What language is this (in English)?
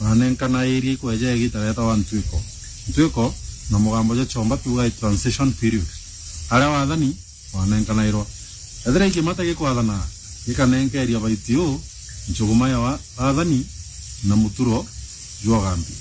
Meru